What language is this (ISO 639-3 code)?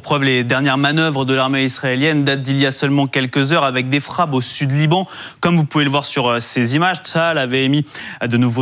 fra